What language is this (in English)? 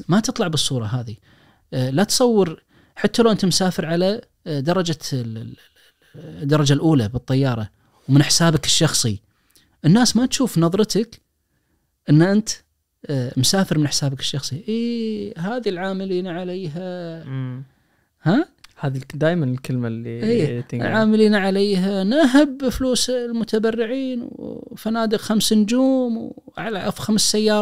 Najdi Arabic